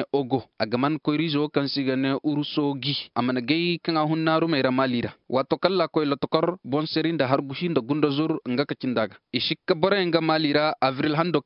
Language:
Zarma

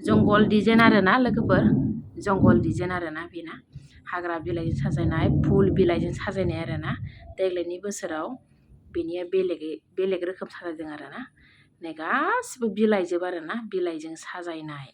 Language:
Bodo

